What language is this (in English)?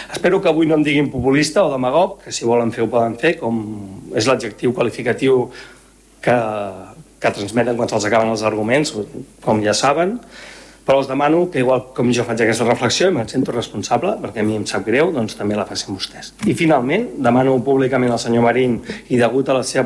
Catalan